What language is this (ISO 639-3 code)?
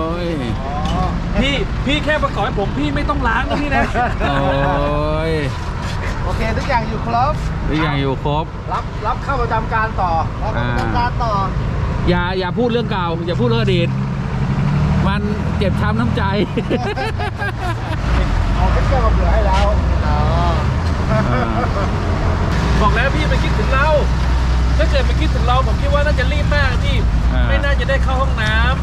tha